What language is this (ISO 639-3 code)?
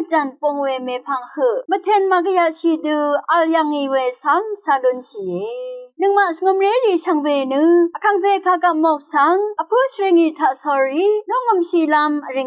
raw